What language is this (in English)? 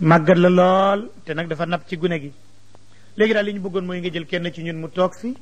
Wolof